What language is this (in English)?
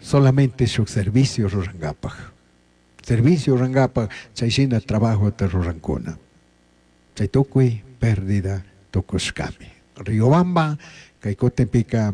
Chimborazo Highland Quichua